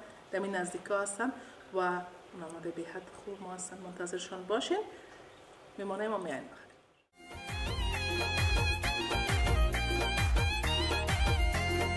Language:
Persian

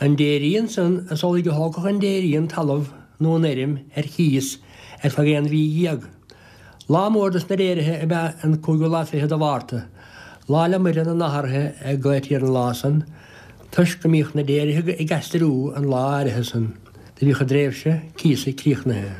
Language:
Irish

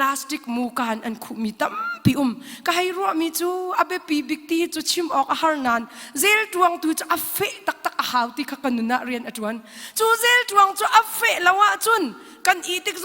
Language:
Hakha Chin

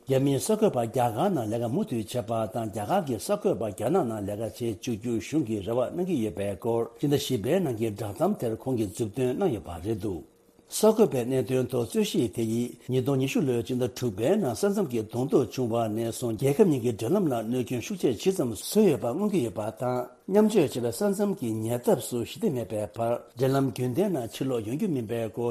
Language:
Tibetan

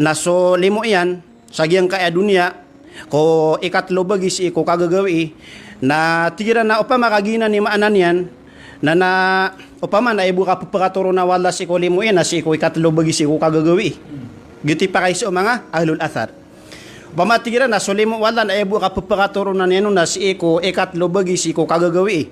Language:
Maranao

